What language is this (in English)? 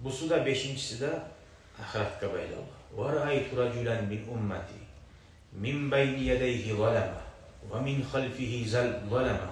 Kumyk